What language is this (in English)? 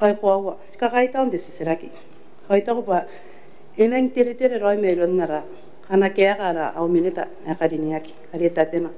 Gilbertese